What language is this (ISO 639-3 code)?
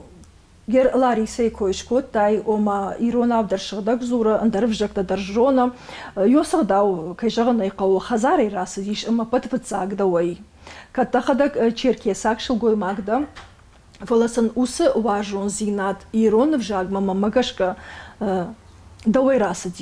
oss